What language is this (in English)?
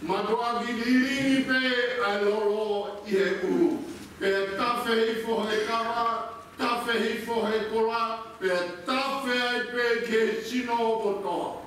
Tongan